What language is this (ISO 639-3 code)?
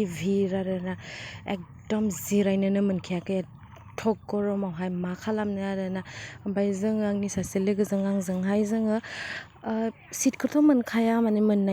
brx